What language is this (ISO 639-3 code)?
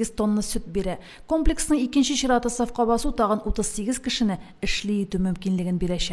tat